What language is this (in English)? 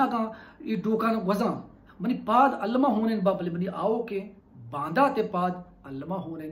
Baluchi